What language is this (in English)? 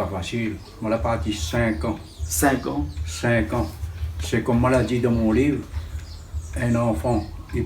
Réunion Creole French